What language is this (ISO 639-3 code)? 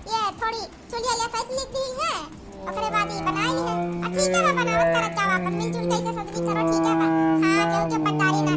awa